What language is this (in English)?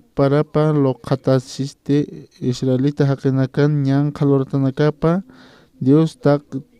Aymara